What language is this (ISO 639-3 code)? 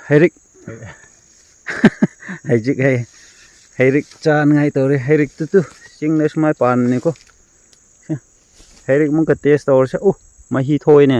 mni